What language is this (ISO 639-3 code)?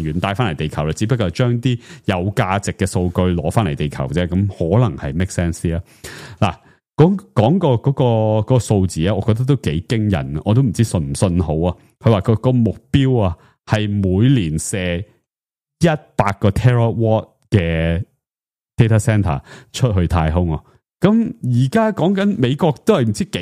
yue